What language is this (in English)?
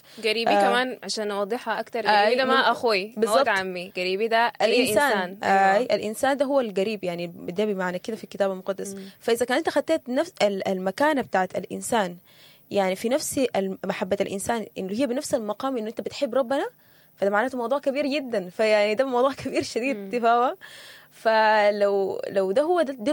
Sudanese Arabic